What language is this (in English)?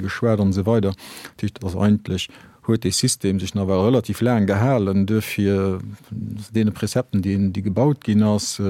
Luxembourgish